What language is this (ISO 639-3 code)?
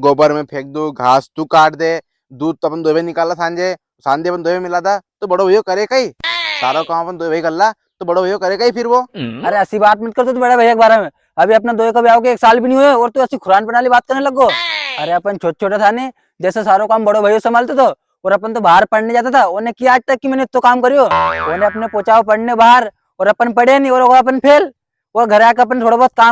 raj